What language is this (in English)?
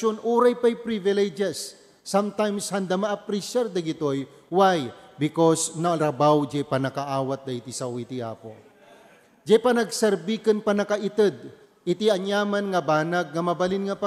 Iloko